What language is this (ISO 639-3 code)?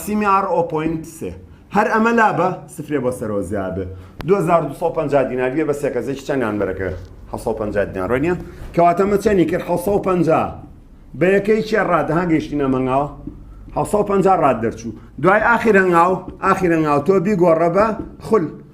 ckb